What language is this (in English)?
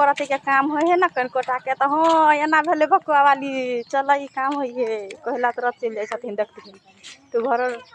Maithili